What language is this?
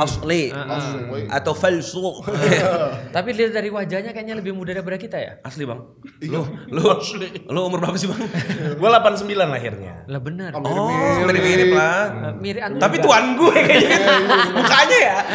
Indonesian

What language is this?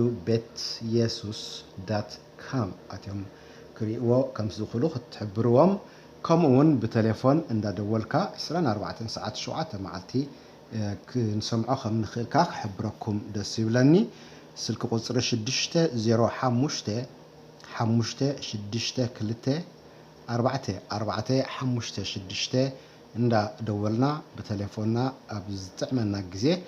Tigrinya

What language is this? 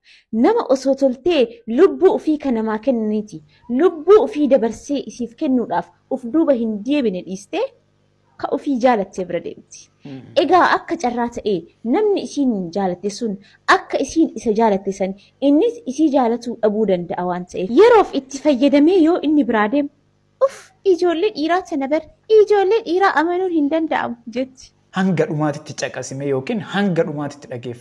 Oromo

